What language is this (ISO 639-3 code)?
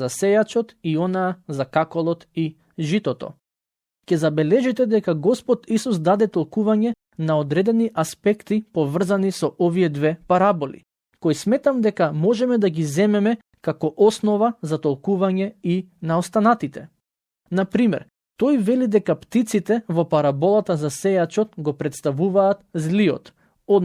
mkd